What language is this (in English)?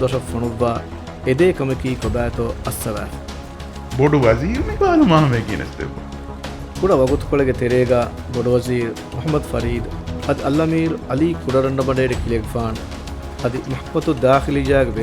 Divehi